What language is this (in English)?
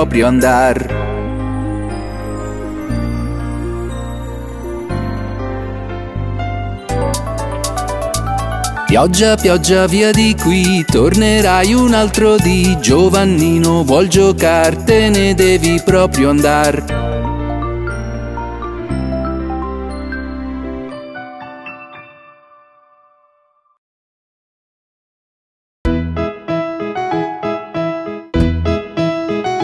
Italian